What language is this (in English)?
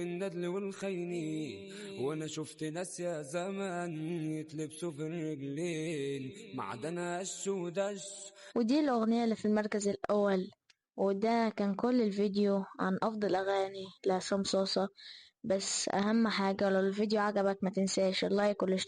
Egyptian Arabic